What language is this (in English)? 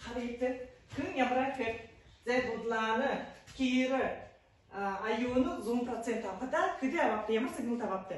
Buriat